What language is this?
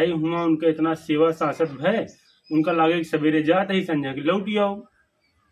Awadhi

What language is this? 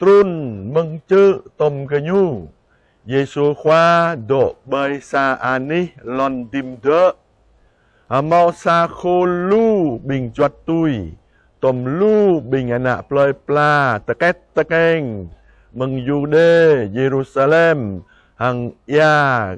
Jarai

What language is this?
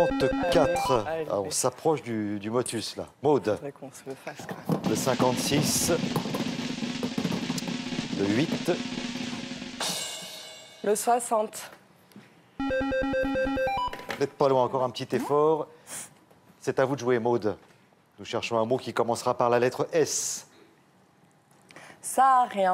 French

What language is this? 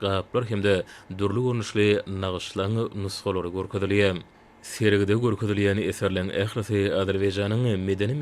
Turkmen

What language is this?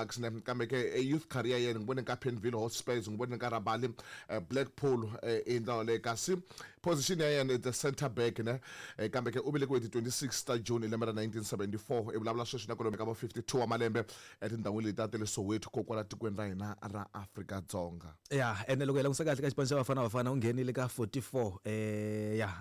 Tsonga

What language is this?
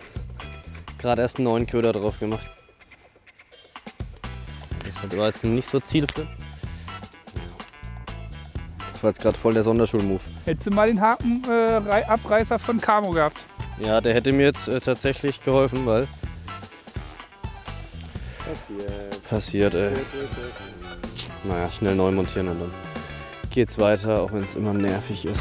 German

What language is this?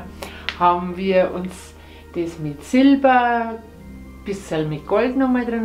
German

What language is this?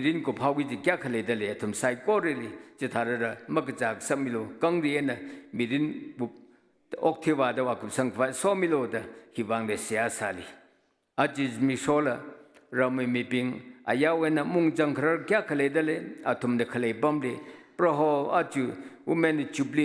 Tangkhul Naga (India)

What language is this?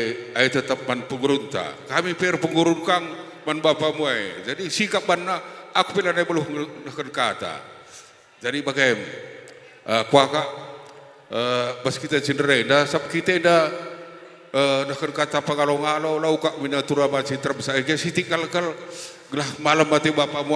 Batak Karo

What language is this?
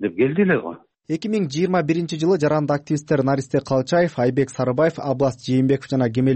Kyrgyz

